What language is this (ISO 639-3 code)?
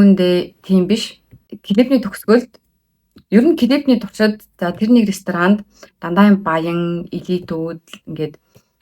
mon